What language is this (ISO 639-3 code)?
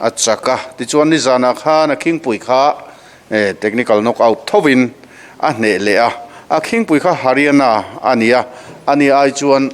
lus